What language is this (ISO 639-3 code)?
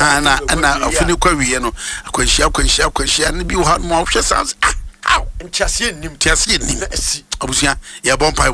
aka